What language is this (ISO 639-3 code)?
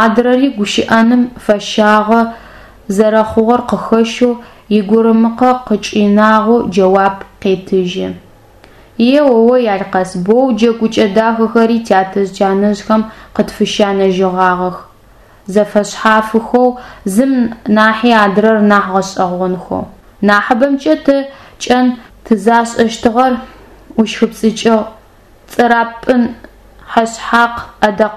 ady